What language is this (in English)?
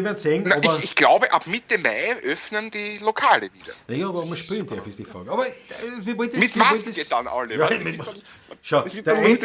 Bavarian